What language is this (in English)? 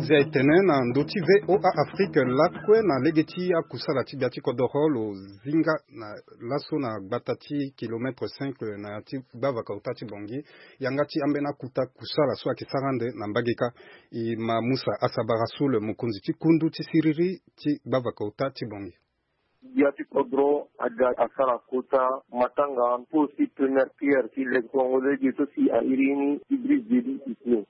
Sango